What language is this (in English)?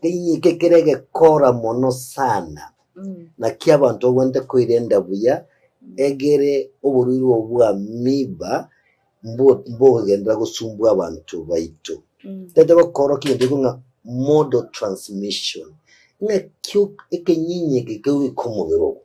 Gusii